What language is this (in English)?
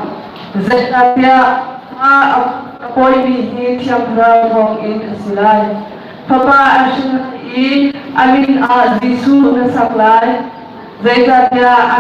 Hakha Chin